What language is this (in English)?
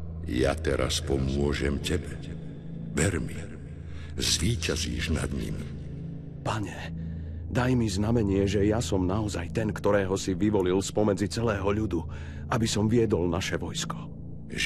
Slovak